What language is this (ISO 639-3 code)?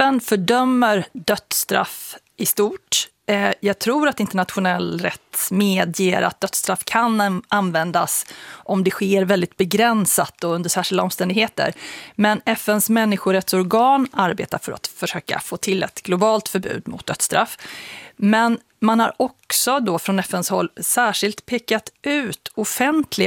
swe